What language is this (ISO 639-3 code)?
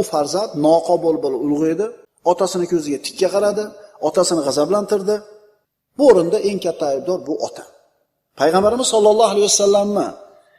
uzb